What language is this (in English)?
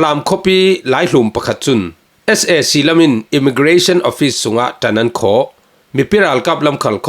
Falam Chin